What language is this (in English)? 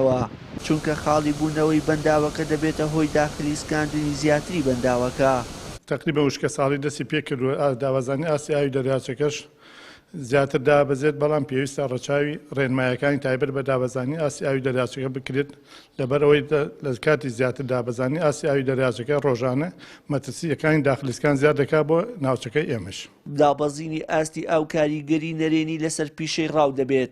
Central Kurdish